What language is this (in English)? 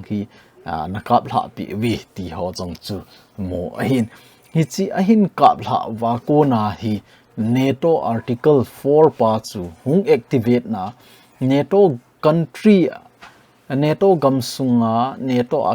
Thado Chin